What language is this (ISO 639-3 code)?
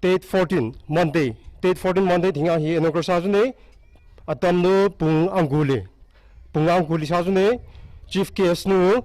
nmf